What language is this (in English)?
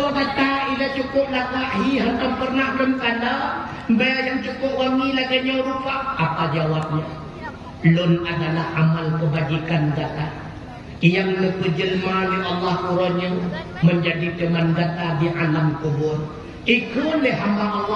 Achinese